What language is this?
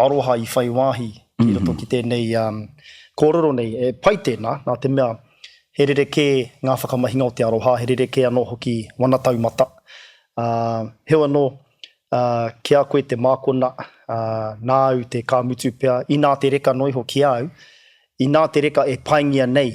Māori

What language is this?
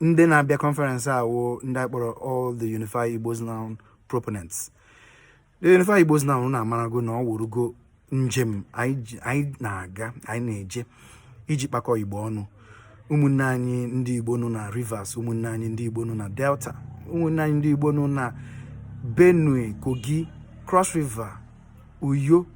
Igbo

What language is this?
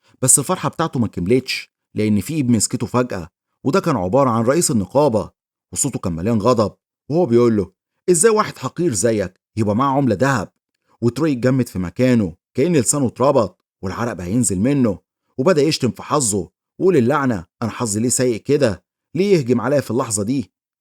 Egyptian Arabic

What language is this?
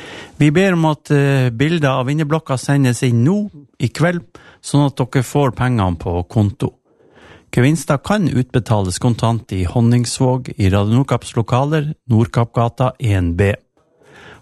Norwegian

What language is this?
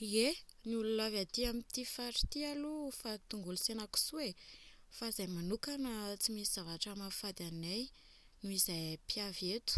Malagasy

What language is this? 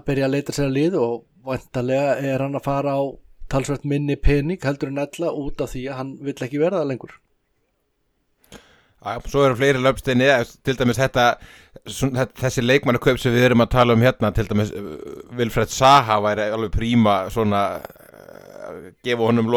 Icelandic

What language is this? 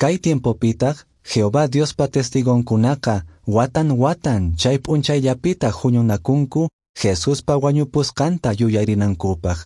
Quechua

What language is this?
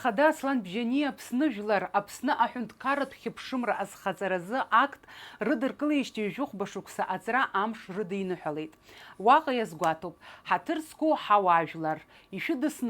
Abkhazian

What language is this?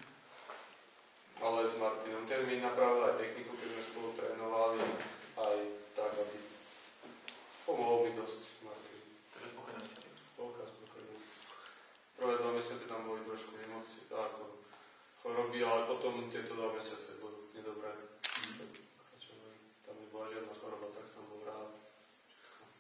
Slovak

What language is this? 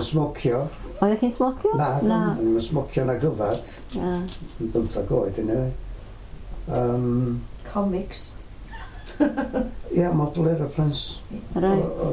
Welsh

